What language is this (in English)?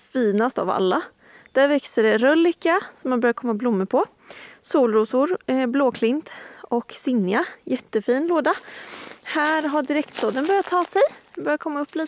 Swedish